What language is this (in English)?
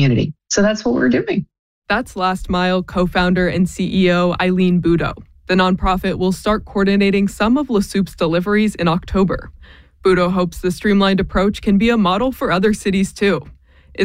English